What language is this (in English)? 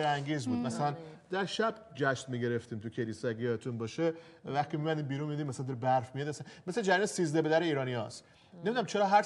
Persian